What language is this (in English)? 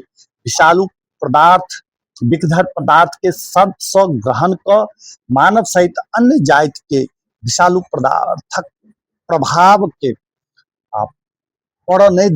Maithili